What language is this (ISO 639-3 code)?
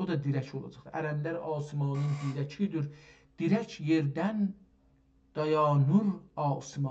azb